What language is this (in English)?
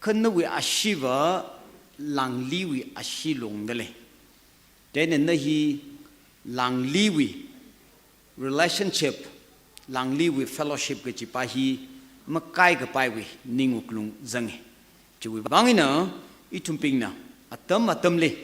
Tangkhul Naga (India)